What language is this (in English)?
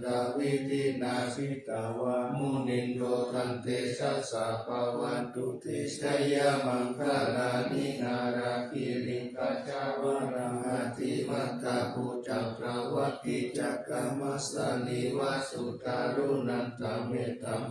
Pali